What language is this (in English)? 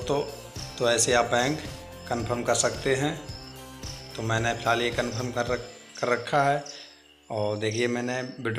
Hindi